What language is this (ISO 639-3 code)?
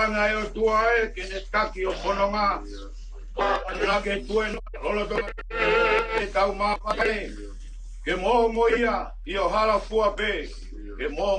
ton